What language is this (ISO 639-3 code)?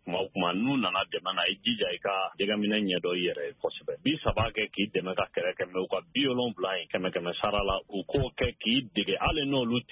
bam